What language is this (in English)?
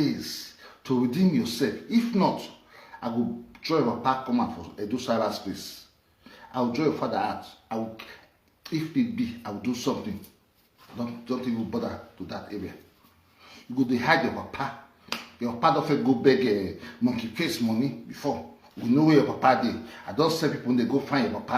Nigerian Pidgin